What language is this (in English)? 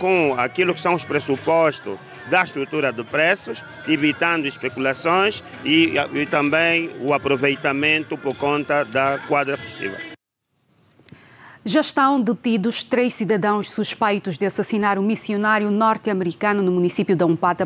Portuguese